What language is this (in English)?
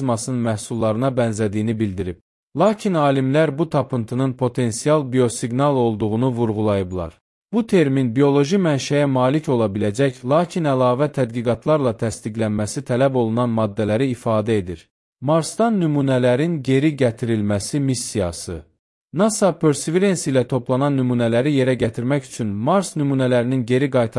Azerbaijani